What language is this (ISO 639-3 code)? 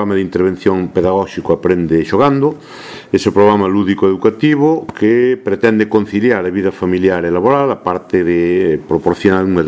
glg